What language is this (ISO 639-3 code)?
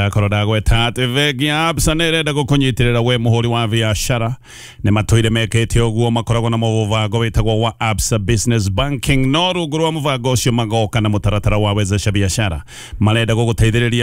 kik